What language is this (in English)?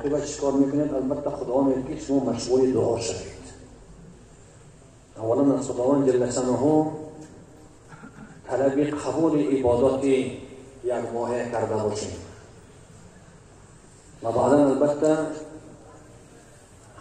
Persian